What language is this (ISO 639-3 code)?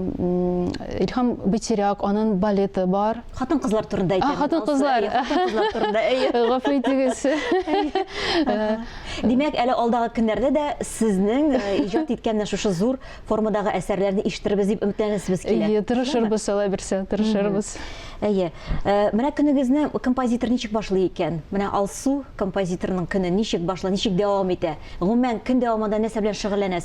tat